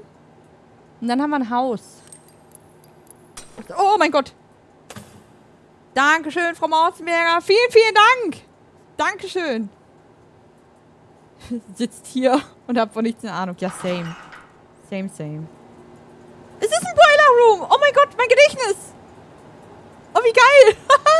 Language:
German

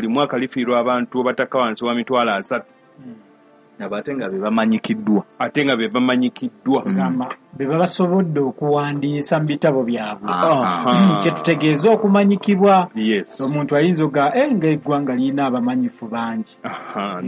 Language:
Ganda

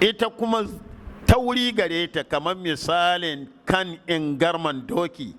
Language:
Hausa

